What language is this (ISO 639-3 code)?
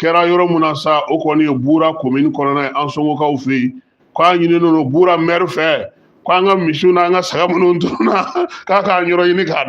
bam